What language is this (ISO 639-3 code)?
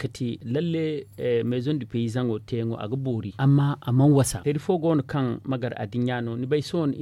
dje